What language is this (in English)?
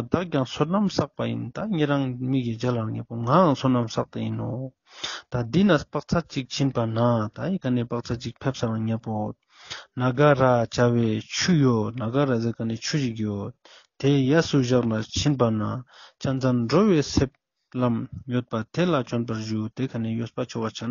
Ladakhi